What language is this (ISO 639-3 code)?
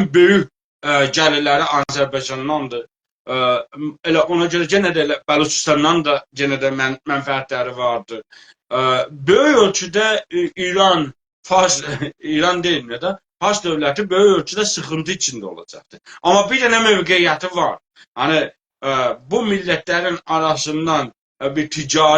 azb